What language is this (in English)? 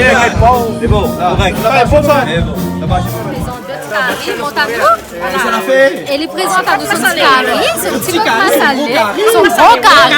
Réunion Creole French